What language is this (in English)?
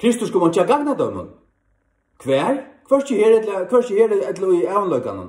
Faroese